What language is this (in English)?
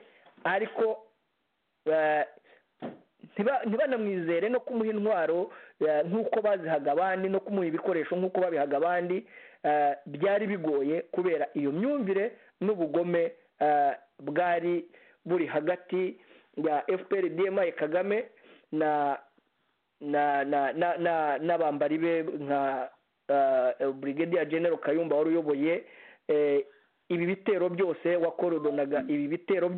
Kinyarwanda